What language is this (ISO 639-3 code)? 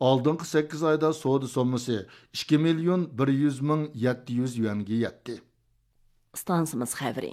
uig